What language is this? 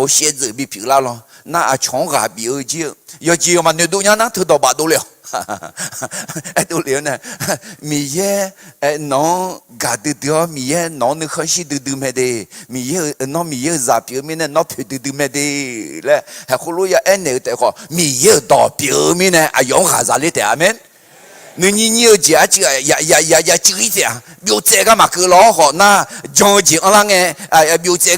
Akha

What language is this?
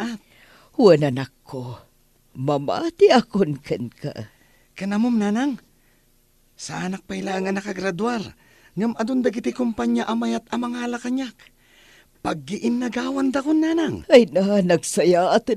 Iloko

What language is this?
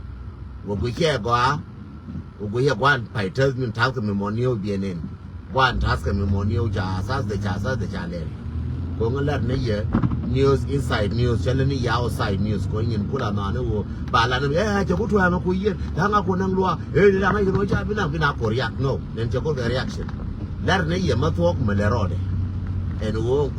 Nuer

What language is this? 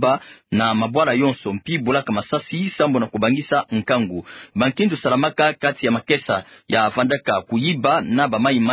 Kituba (Democratic Republic of Congo)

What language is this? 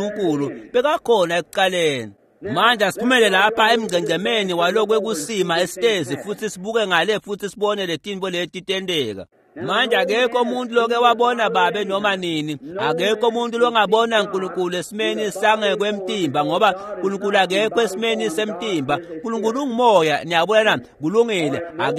Swati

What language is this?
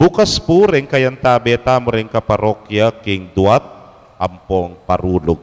Pampanga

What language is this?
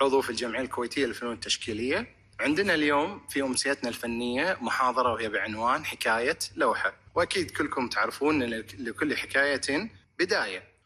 Gulf Arabic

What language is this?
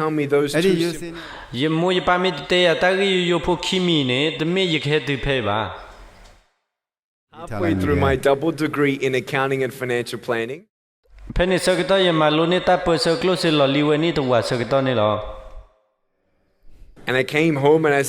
S'gaw Karen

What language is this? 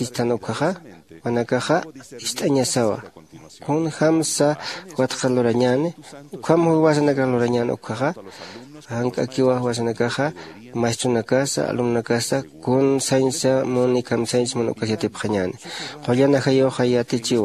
Aymara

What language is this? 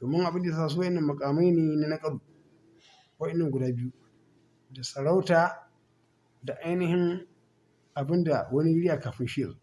Hausa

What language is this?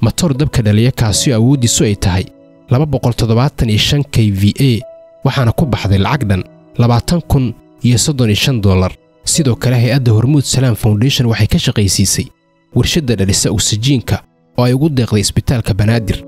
Somali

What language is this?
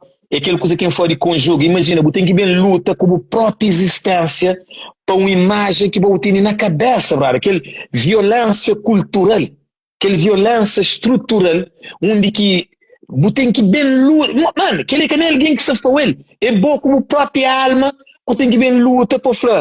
Kabuverdianu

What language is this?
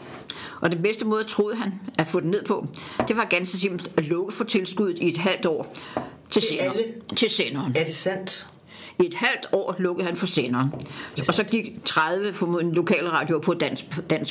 Danish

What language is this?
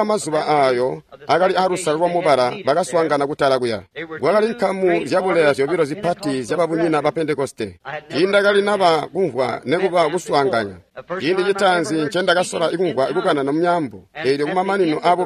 Tonga (Zambia)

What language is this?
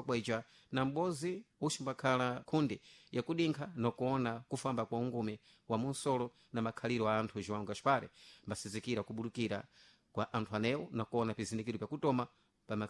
Sena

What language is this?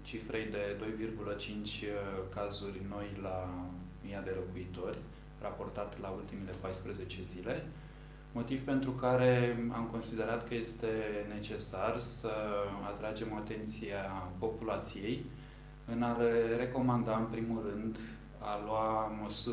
Romanian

